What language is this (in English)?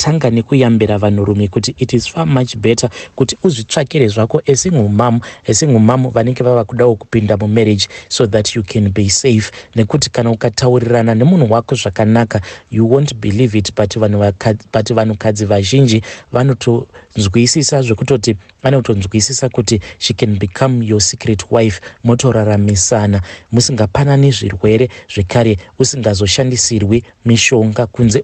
Shona